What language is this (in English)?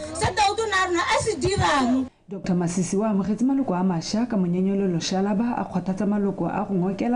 Tswana